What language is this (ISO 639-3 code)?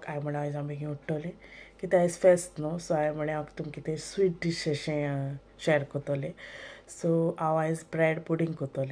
kok